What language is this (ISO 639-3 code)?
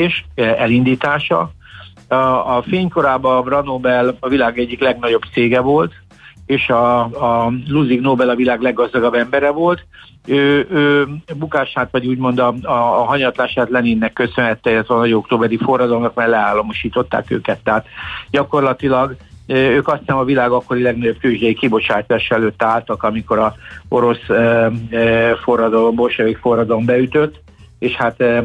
hun